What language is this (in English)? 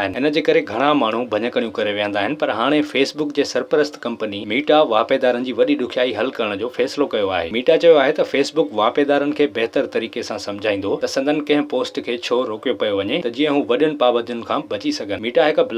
Sindhi